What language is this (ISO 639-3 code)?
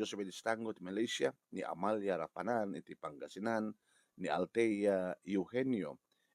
ilo